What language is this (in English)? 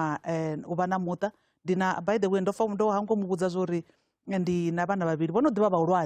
Venda